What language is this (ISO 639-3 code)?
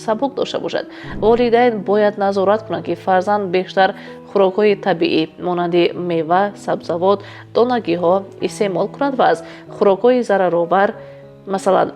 tgk